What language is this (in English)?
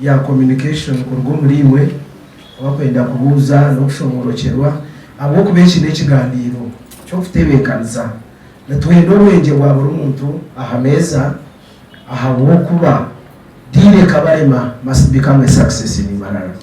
Nyankole